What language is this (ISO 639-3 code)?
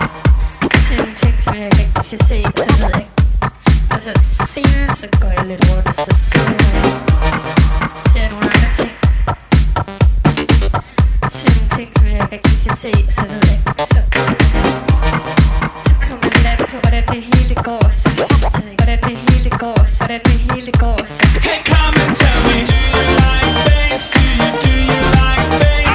dan